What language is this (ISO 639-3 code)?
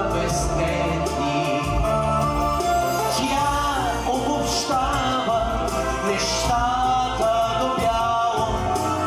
bul